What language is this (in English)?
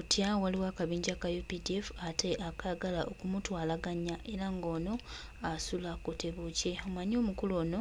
Ganda